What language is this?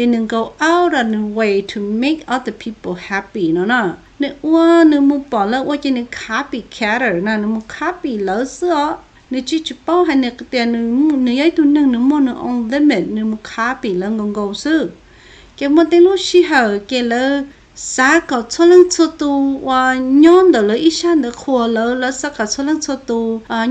Hmong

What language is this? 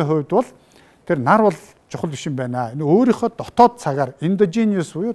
Mongolian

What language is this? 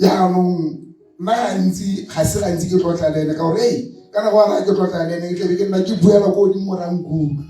Tswana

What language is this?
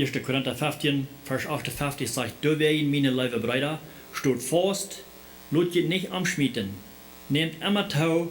Plautdietsch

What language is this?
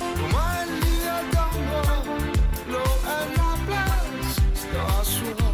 Morisyen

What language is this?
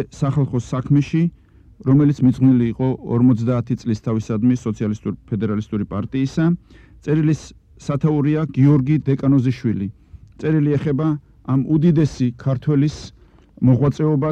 Georgian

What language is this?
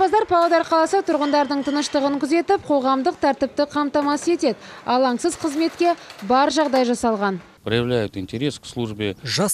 Kazakh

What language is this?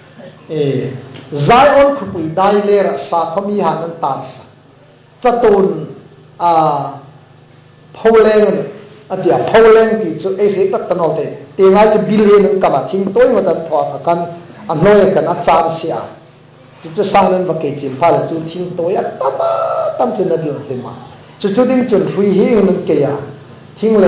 Hmar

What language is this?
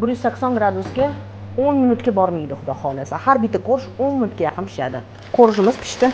Uzbek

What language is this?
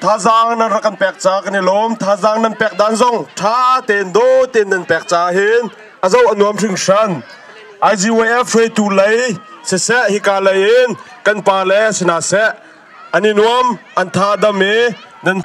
Hakha Chin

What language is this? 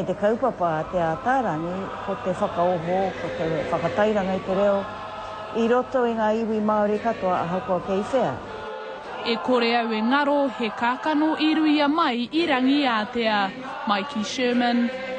Māori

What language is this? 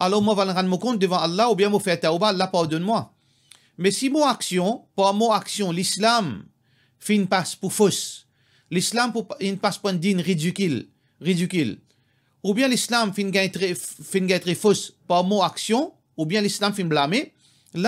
Morisyen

